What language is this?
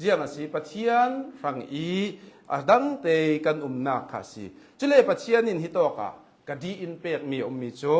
Hakha Chin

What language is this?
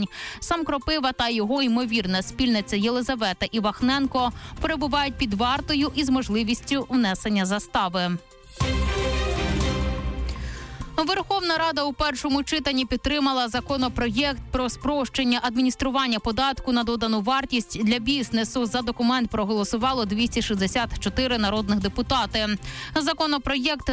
Ukrainian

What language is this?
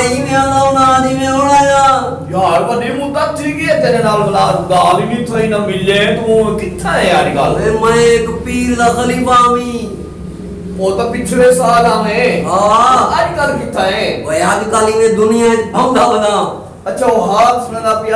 Saraiki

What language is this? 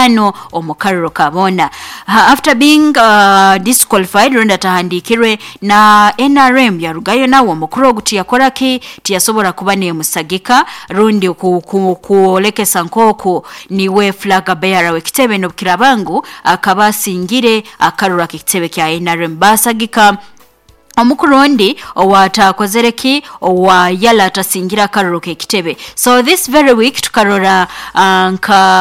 Nyoro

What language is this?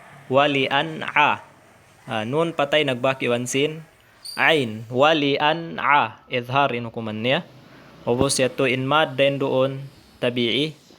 Tausug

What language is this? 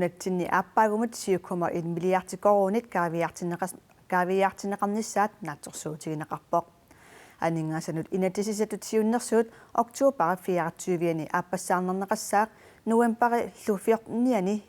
Kalaallisut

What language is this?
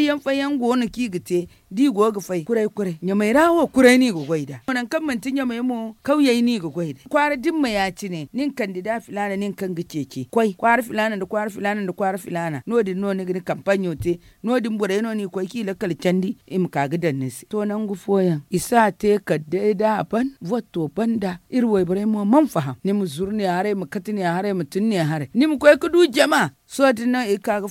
Zarma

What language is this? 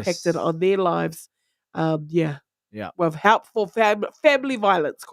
Māori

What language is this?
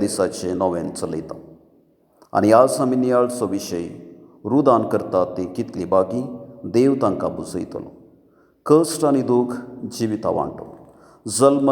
Konkani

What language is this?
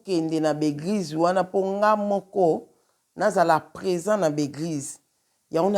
Lingala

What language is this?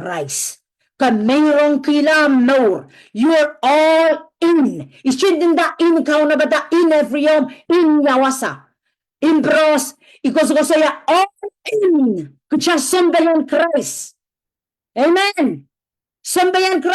Pohnpeian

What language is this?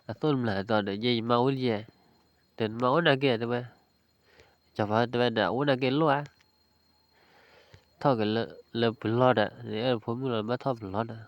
S'gaw Karen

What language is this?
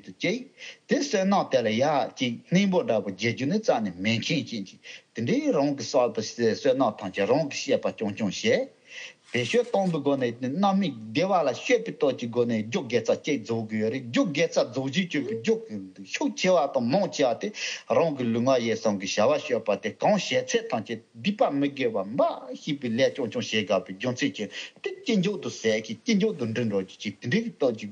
Tibetan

